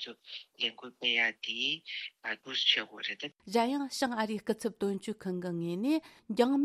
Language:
Tibetan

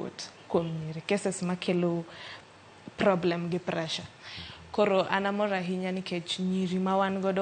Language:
Luo (Kenya and Tanzania)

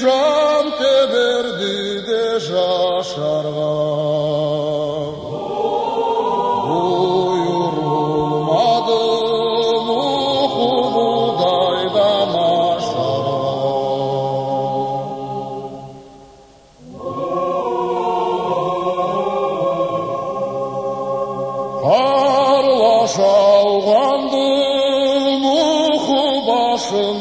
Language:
Karachay-Balkar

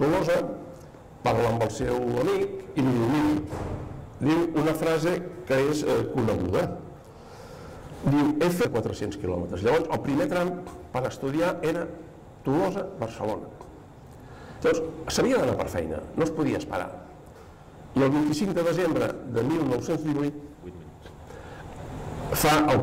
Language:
Catalan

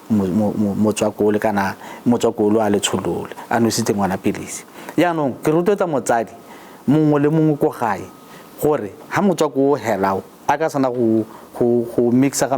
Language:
Tswana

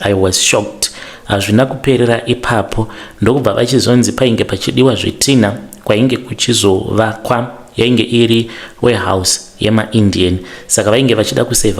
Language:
Shona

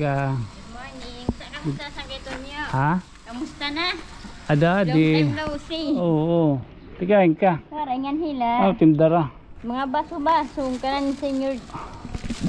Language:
Waray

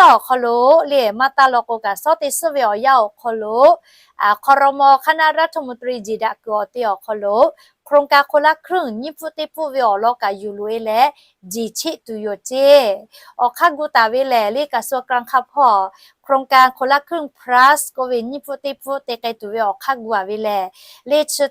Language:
Lahu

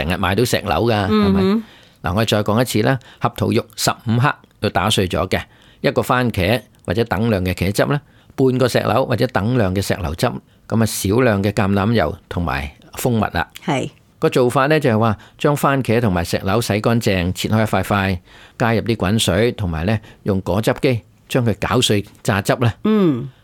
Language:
Cantonese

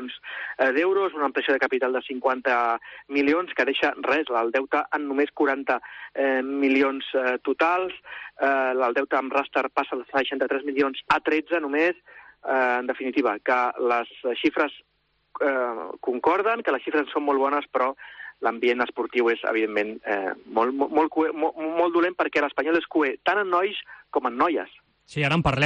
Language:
Catalan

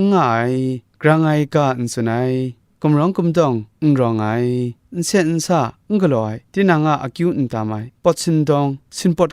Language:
Kachin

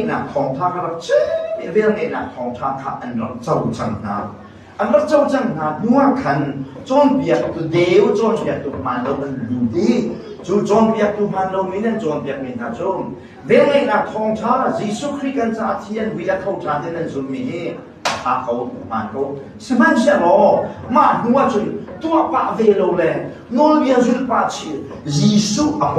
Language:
Hakha Chin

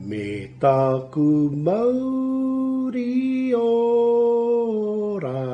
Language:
Māori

